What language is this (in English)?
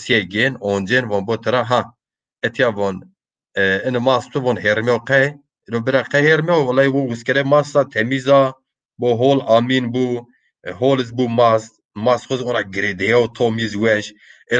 Zaza